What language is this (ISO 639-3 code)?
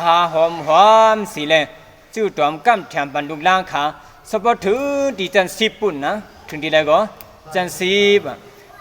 shn